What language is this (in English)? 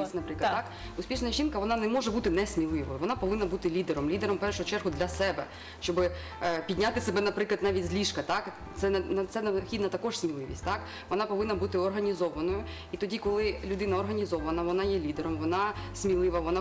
Ukrainian